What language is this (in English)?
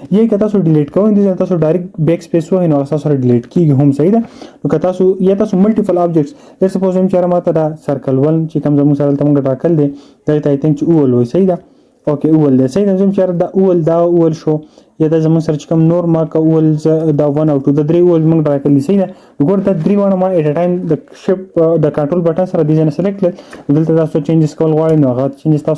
Pashto